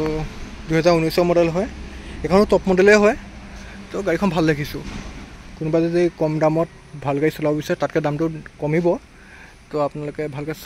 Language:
Assamese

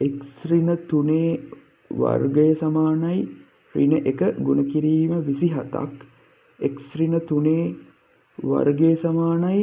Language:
Sinhala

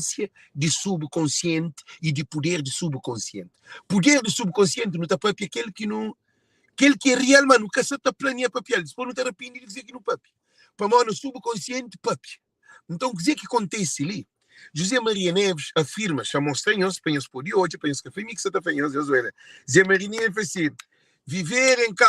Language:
Kabuverdianu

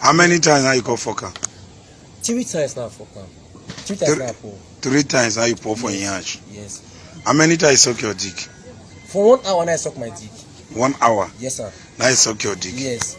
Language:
Nigerian Pidgin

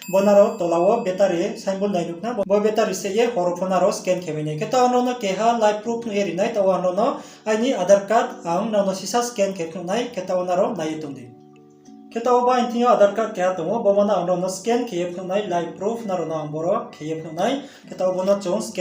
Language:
Riang (India)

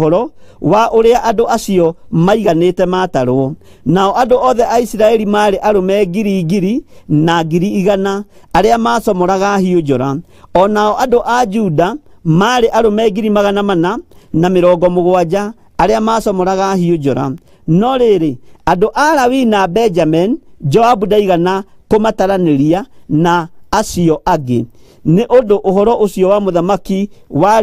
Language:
Kikuyu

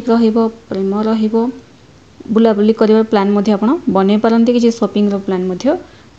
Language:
Odia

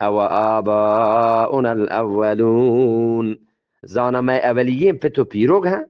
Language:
Eastern Balochi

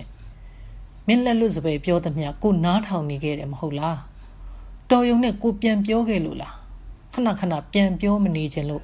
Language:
Burmese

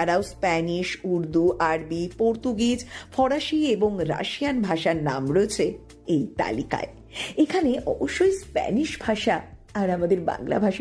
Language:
Bangla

